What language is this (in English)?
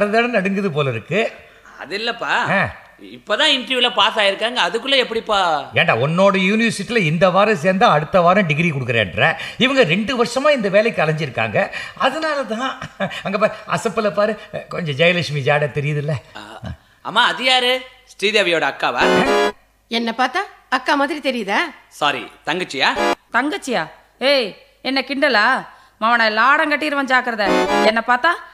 Tamil